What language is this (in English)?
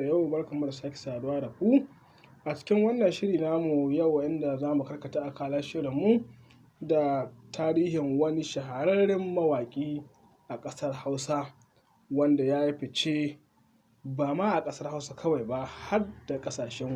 Hausa